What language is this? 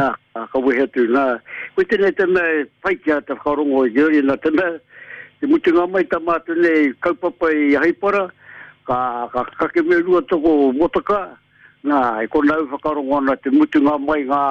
Māori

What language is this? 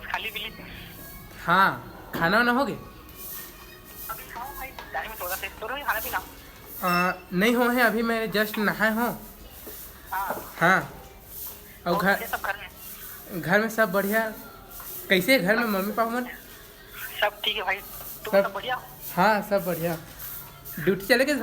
Chhattisgarhi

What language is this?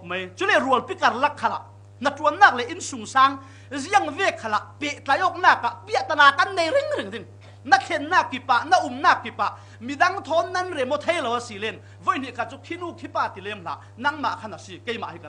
Falam Chin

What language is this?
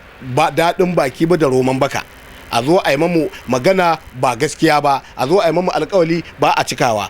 Hausa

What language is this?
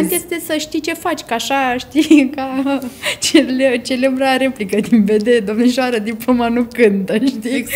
Romanian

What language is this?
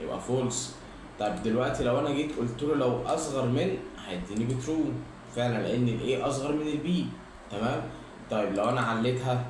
Egyptian Arabic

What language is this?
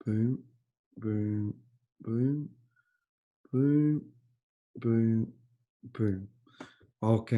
Māori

